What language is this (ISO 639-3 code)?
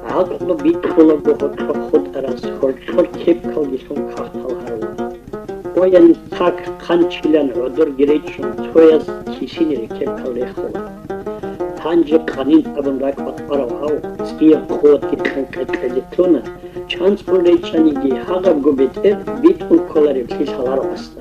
ava